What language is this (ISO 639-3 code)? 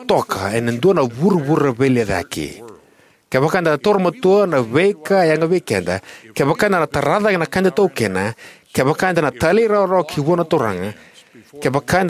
fij